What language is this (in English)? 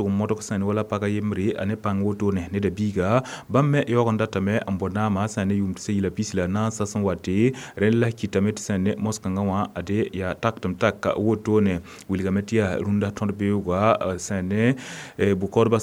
Mossi